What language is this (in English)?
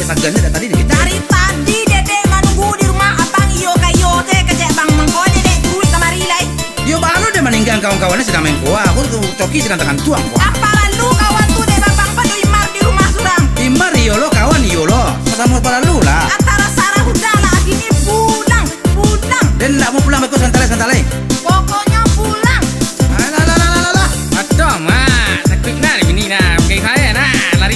Minangkabau